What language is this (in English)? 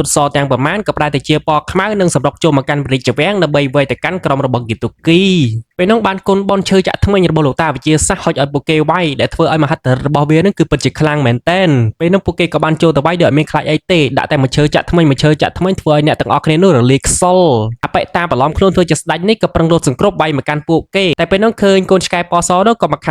Khmer